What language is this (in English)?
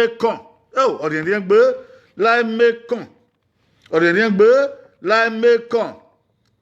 Bini